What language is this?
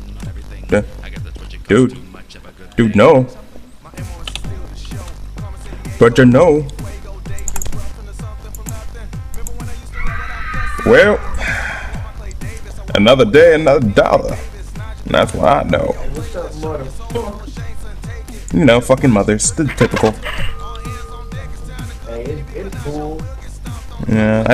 English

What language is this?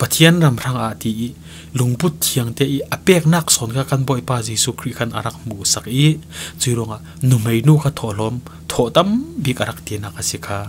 Falam Chin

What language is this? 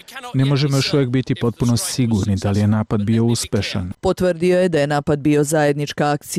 Serbian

